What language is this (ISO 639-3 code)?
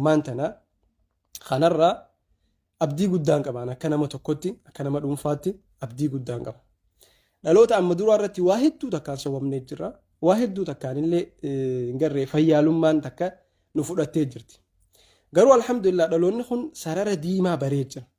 orm